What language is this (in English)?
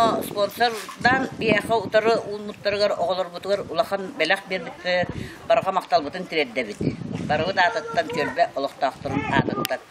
Yakut